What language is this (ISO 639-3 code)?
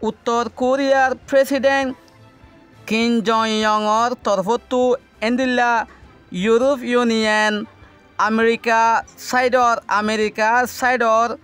rhg